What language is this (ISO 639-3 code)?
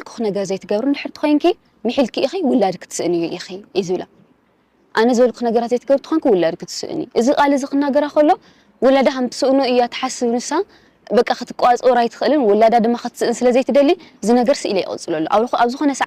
tir